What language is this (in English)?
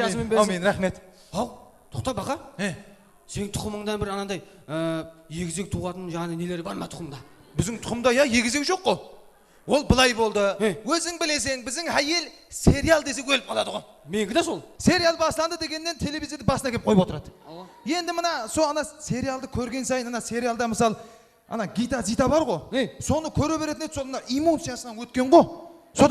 Kara-Kalpak